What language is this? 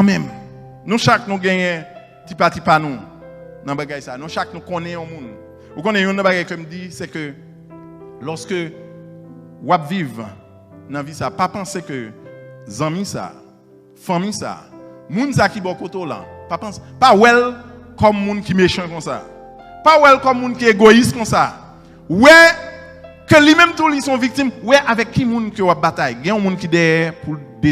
Haitian Creole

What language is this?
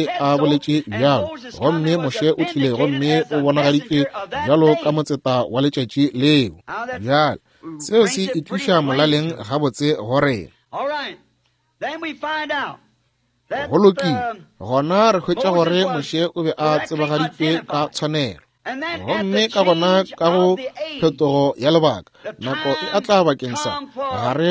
Northern Sotho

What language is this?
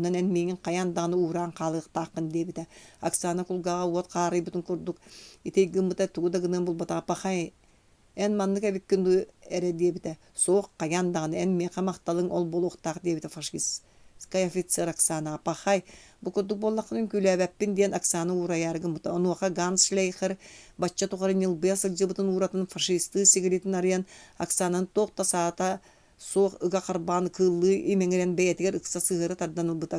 Yakut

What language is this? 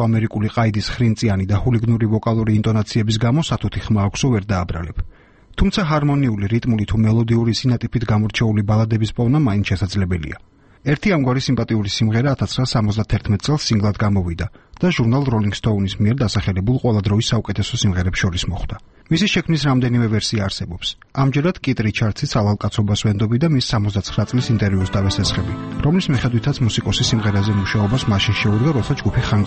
Georgian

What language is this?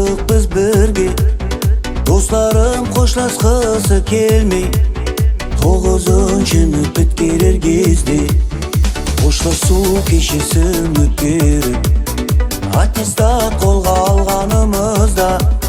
Kara-Kalpak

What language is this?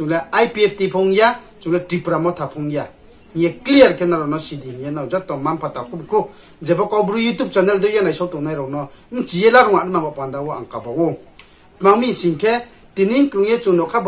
Riang (India)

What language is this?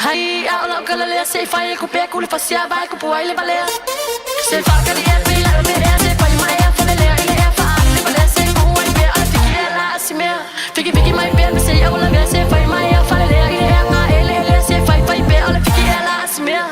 Samoan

